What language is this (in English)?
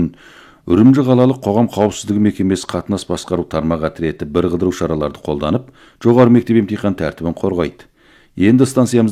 Kazakh